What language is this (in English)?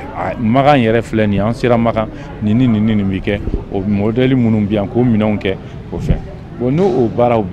Bambara